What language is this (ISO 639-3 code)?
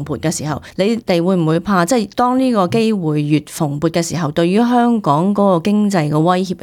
yue